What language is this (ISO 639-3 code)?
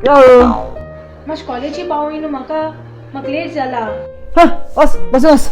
kok